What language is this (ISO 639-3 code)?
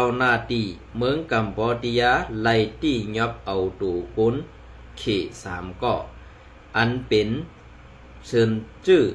shn